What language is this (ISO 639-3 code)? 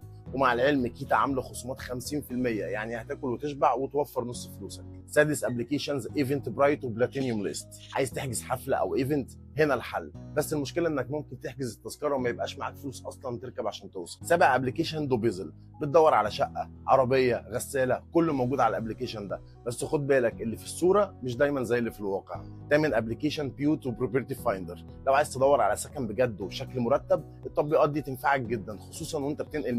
arz